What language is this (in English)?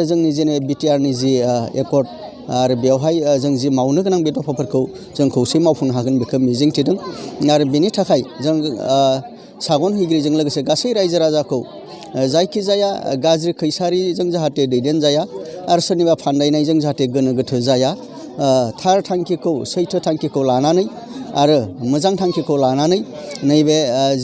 Bodo